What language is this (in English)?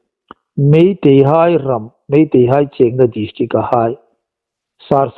Hmar